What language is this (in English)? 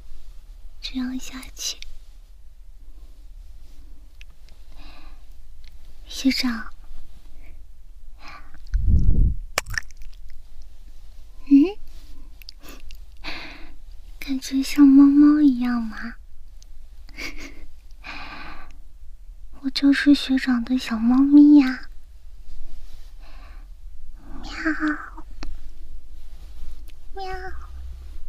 Chinese